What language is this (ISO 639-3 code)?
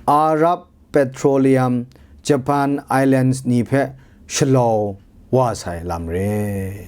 kac